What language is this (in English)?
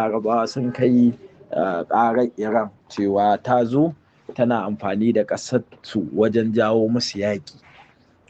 Hausa